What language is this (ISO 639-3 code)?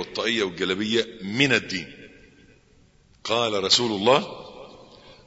ara